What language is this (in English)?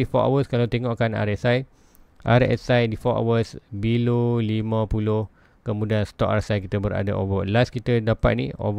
Malay